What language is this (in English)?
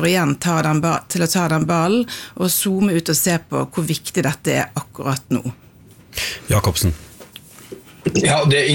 Norwegian